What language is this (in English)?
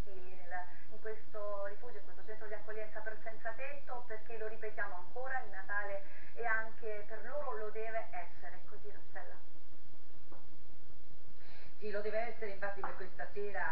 Italian